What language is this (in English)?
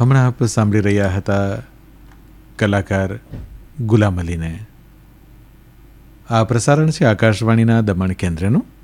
Gujarati